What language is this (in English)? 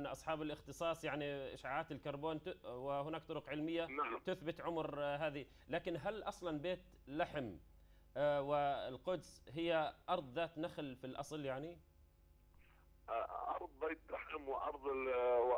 Arabic